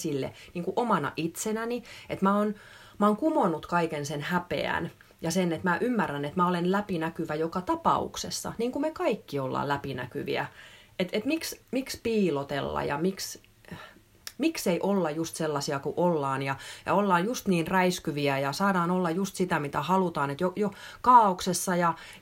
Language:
Finnish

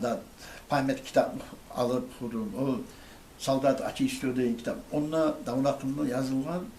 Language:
Kumyk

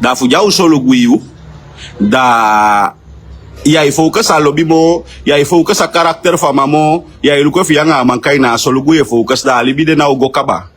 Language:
Sranan Tongo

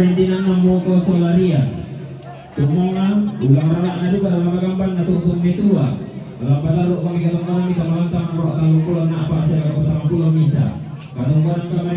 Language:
Toraja-Sa'dan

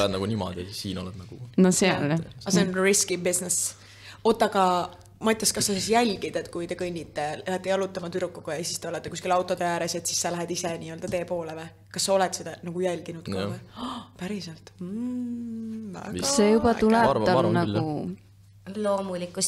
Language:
Estonian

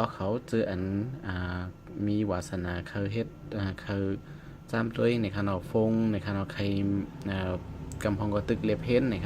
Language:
Shan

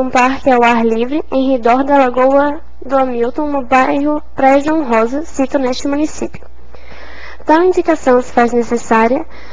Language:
Portuguese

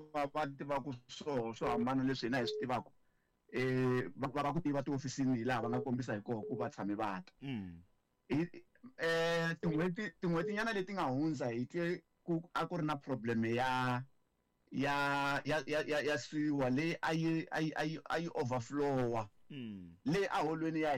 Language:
Tsonga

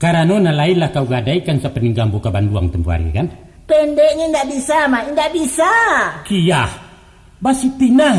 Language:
Minangkabau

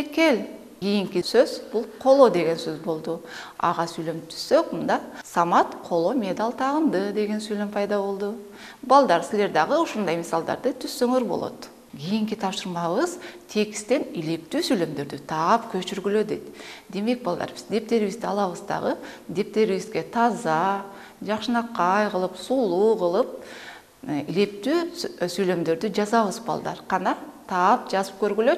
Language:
Kyrgyz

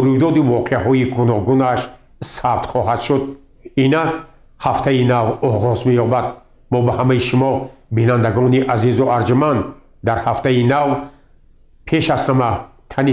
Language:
Tajik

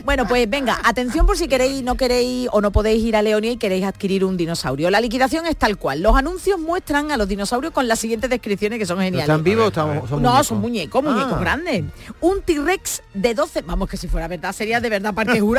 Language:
Spanish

